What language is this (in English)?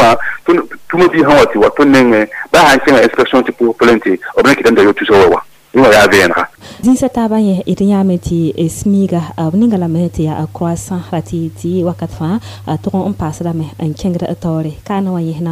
Mossi